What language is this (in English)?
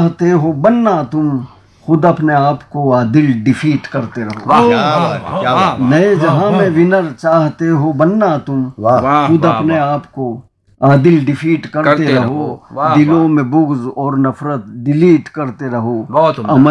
Urdu